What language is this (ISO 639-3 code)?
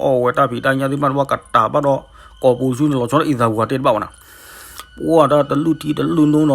ksw